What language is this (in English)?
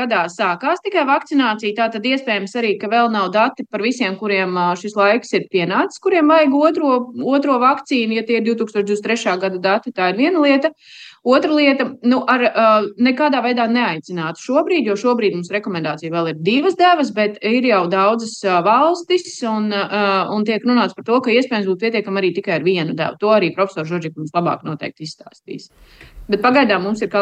Latvian